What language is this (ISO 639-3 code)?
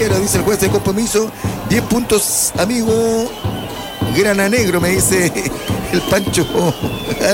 spa